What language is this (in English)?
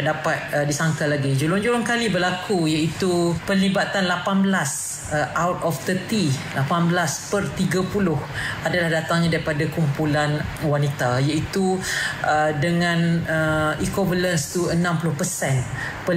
Malay